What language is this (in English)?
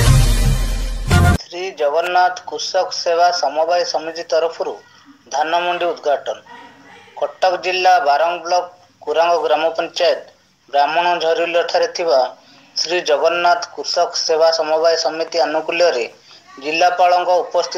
Odia